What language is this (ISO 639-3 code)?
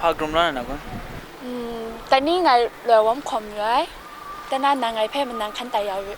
kac